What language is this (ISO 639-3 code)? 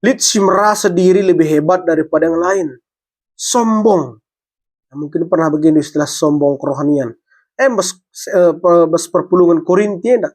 btx